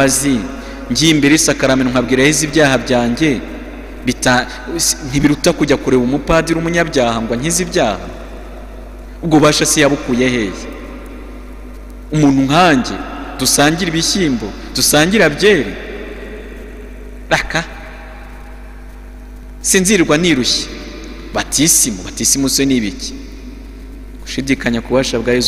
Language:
Kinyarwanda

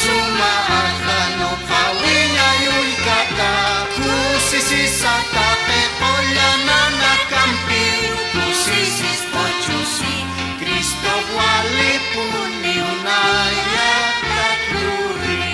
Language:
Aymara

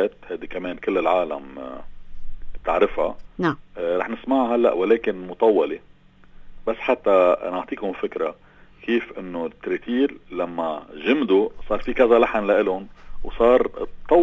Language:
North Levantine Arabic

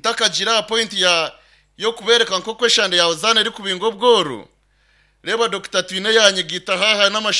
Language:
Nyankole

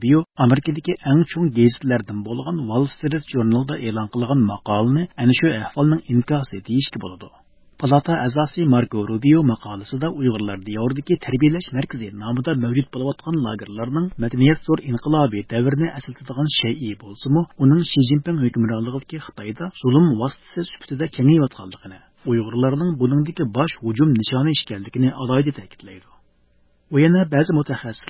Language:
Uyghur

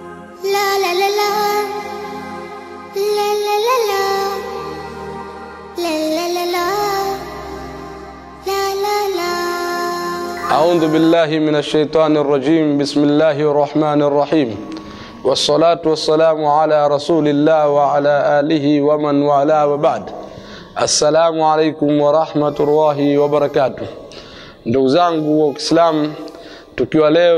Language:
Swahili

